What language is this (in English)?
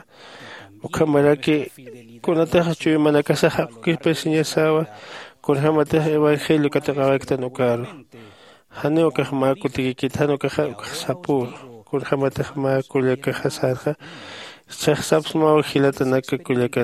Aymara